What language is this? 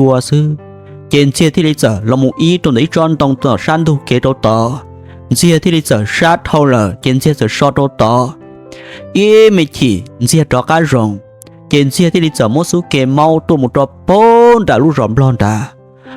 Hmong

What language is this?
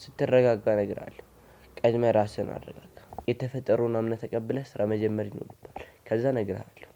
Amharic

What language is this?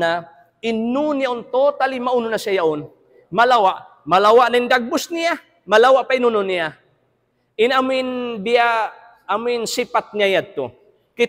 Tausug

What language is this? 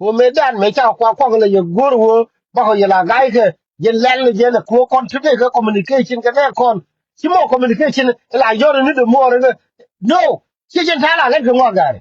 Nuer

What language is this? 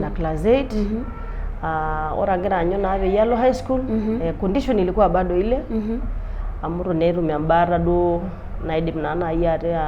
Masai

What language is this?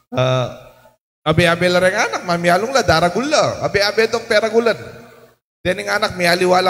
Pampanga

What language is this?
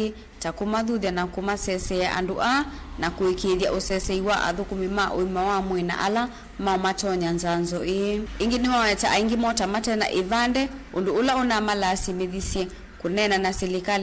Kamba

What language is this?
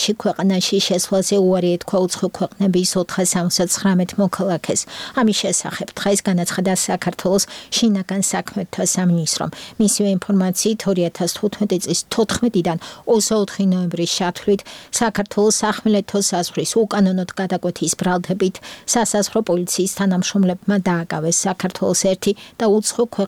Georgian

